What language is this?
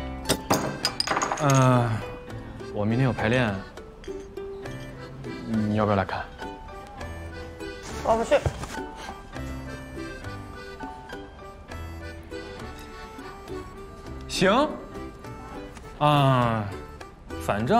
Chinese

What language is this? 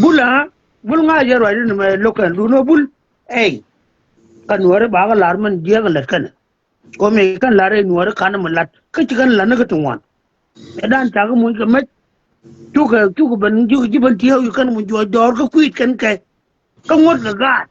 Nuer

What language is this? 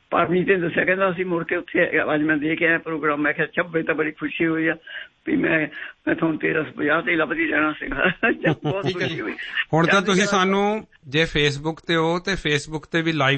Punjabi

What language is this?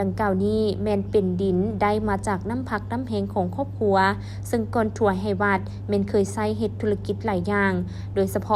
Lao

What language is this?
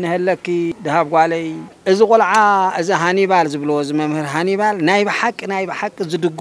Tigrinya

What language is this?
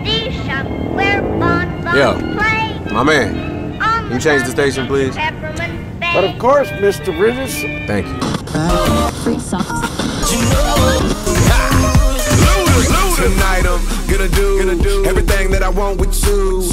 English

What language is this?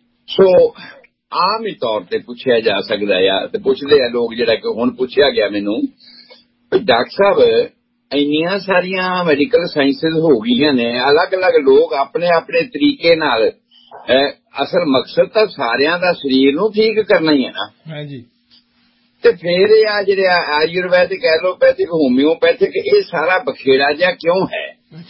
Punjabi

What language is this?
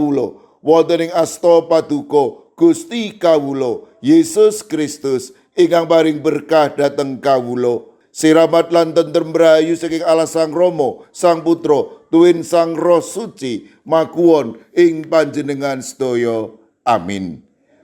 Javanese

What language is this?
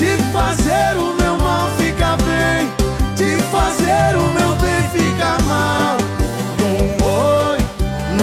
Portuguese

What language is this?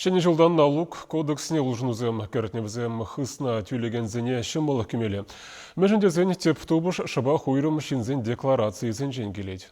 Chuvash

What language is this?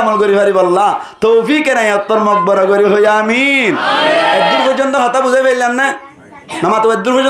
Rohingya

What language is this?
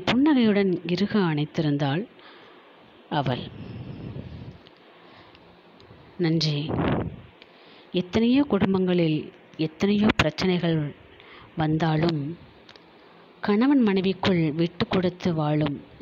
Tamil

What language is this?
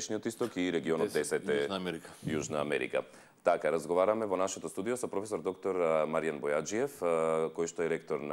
Macedonian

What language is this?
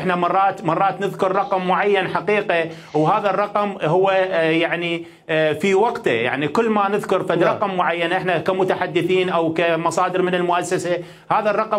Mesopotamian Arabic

